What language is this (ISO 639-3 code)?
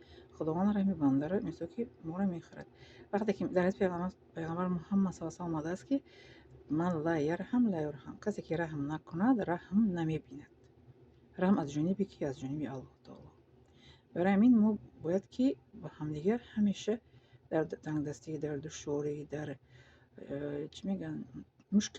tgk